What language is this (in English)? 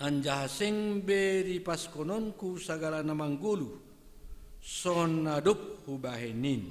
Batak Simalungun